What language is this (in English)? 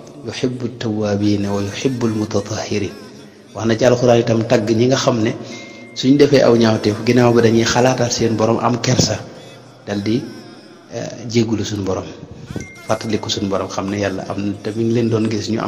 Wolof